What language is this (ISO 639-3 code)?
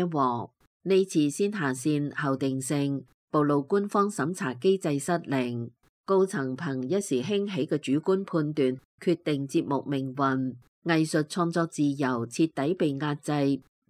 yue